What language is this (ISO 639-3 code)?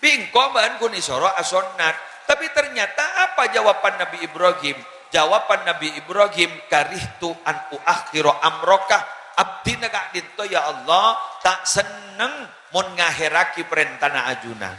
mad